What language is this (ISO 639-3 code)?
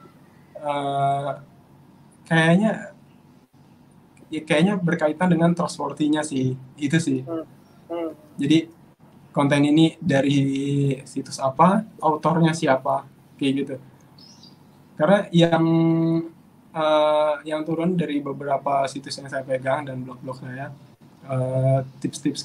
ind